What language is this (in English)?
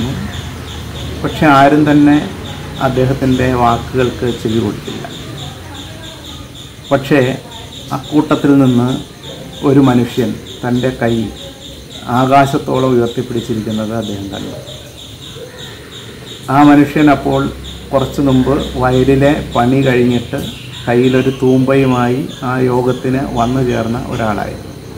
Malayalam